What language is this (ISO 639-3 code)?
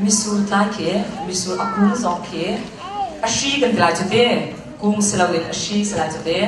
cnh